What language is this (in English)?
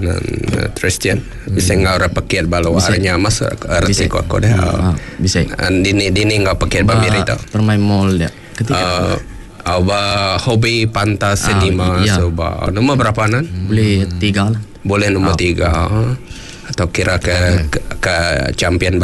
Iban